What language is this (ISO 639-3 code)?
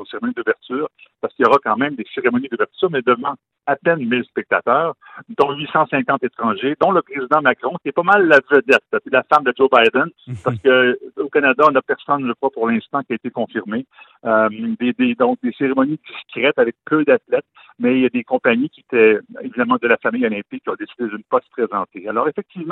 fra